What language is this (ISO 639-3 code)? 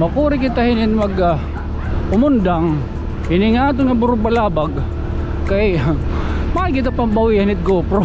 war